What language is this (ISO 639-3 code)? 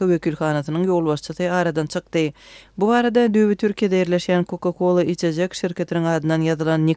tuk